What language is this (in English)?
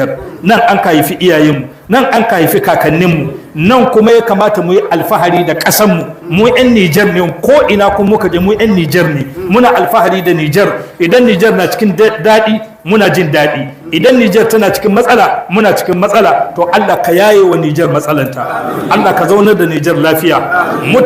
Hausa